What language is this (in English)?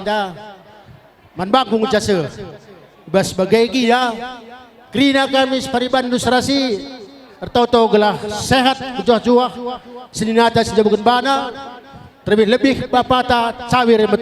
Batak Karo